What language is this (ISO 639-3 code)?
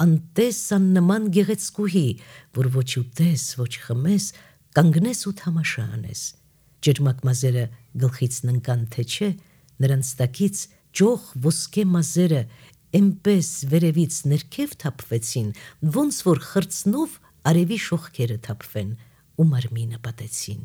hye